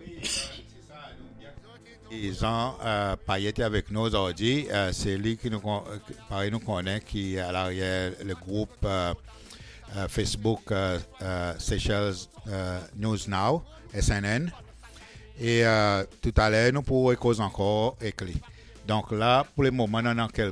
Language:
Seselwa Creole French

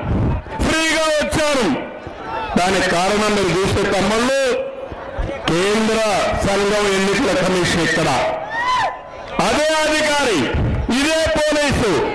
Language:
Telugu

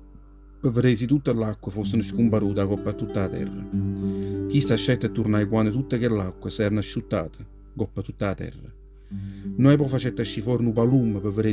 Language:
Neapolitan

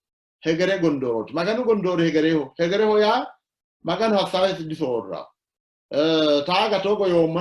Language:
Sidamo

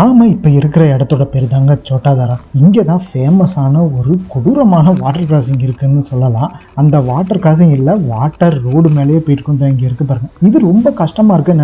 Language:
Tamil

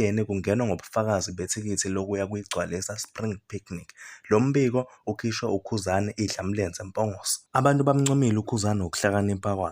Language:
Zulu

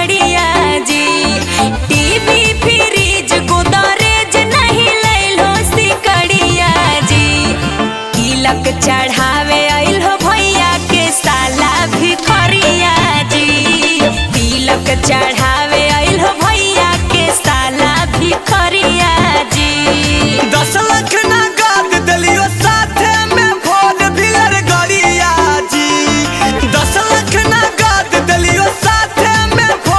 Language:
Magahi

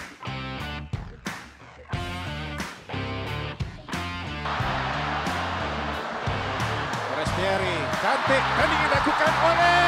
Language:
Malay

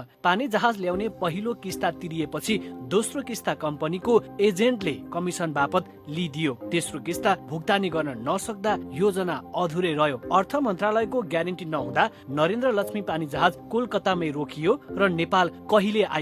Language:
Nepali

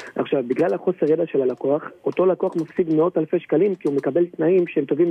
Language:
Hebrew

